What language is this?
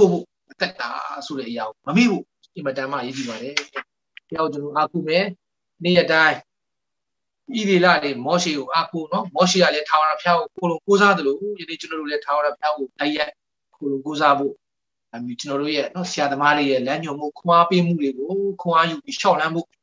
Burmese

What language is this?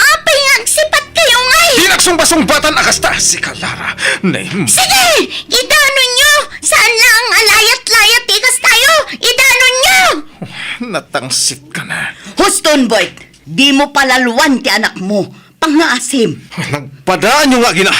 Iloko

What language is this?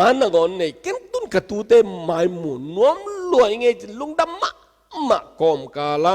Tedim Chin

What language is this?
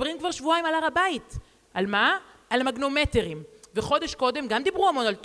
Hebrew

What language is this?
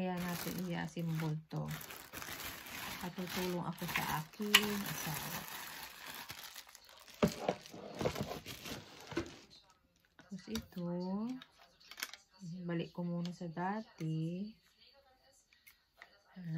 Filipino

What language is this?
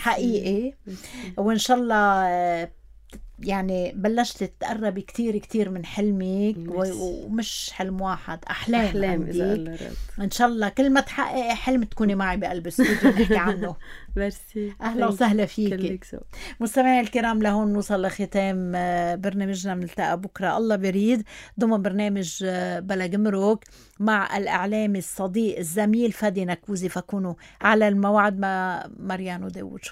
North Levantine Arabic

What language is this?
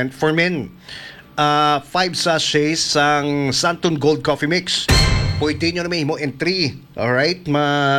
Hiligaynon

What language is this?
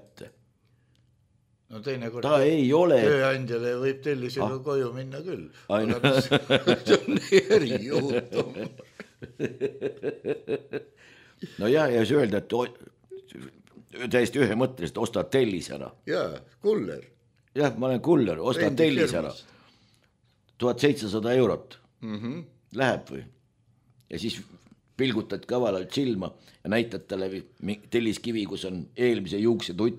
Estonian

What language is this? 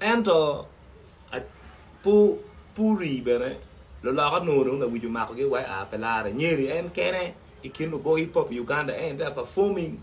Acoli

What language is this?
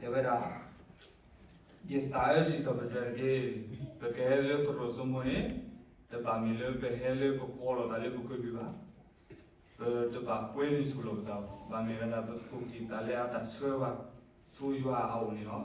S'gaw Karen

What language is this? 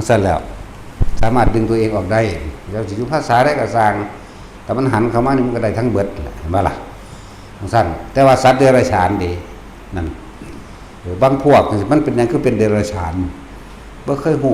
Northeastern Thai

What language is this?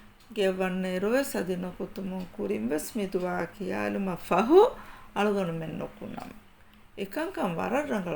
Divehi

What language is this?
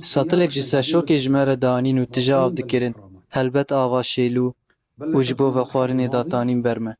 Kurdish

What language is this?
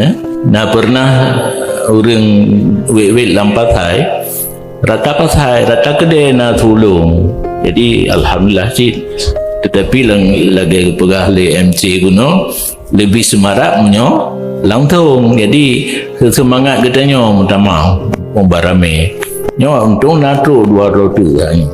Achinese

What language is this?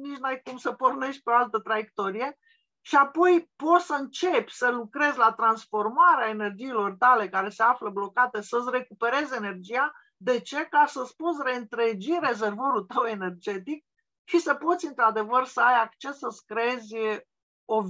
Romanian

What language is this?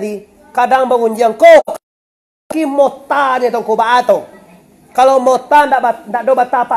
Minangkabau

